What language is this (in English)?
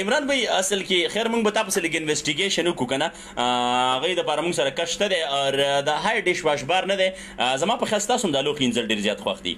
Pashto